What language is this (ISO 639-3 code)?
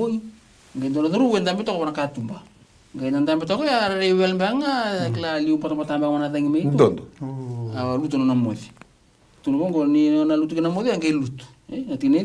fij